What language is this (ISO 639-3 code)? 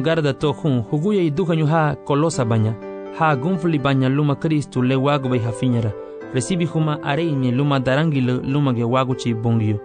cab